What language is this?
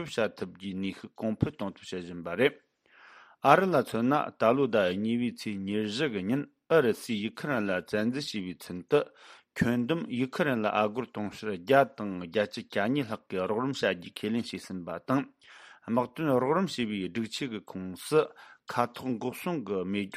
Tibetan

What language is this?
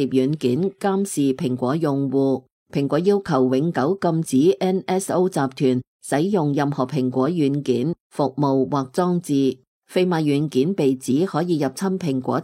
Cantonese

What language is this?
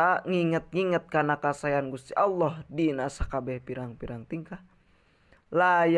Sundanese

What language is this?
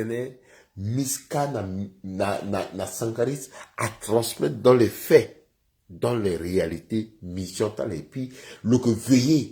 Sango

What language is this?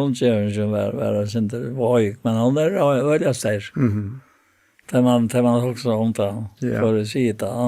Faroese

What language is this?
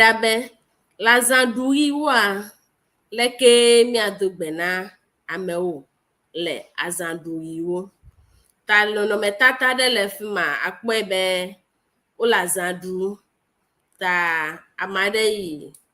Ewe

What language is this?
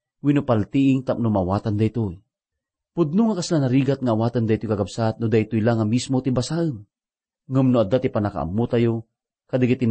Iloko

